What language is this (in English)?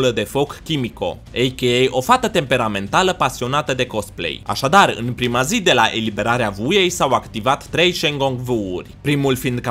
Romanian